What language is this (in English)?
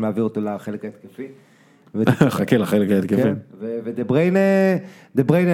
Hebrew